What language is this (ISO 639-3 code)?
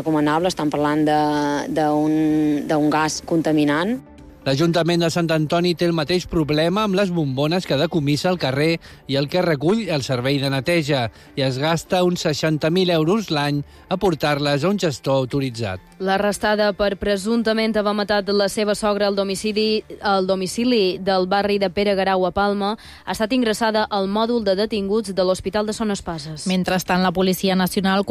cat